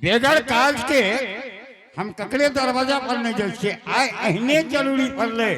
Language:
Angika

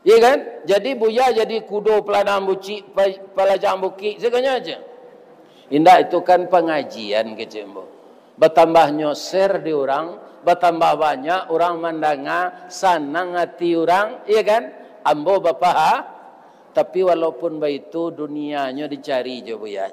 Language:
Minangkabau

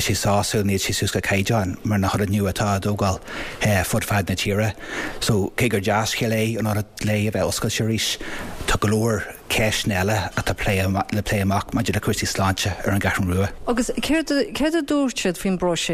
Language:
Irish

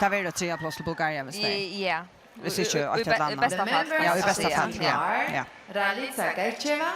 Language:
Faroese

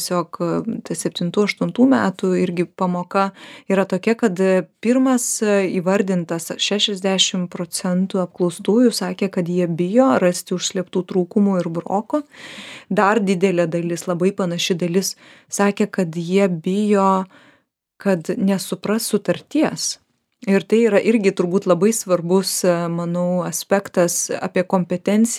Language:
Lithuanian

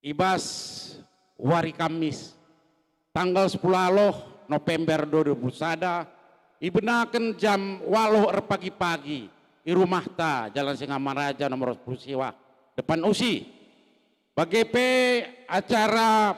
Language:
Batak Karo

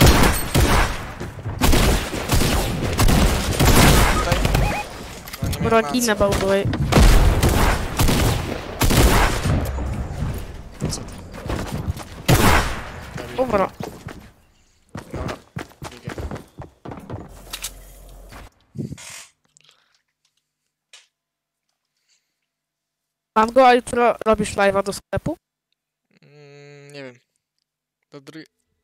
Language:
Polish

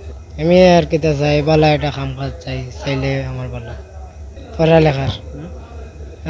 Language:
Sylheti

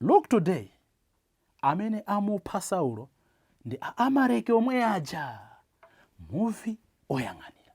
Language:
Nyanja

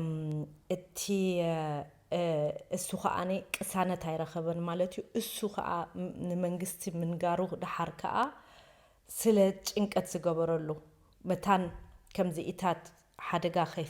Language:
Tigrinya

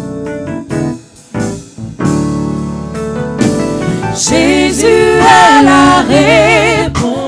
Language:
French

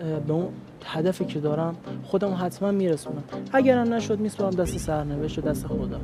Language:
Persian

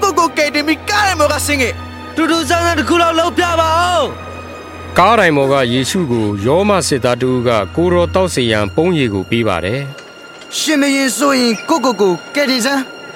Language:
Burmese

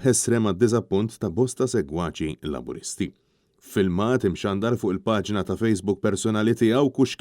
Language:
Maltese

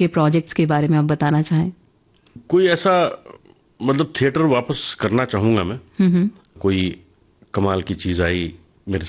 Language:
Hindi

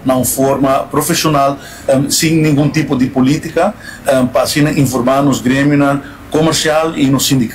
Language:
Papiamento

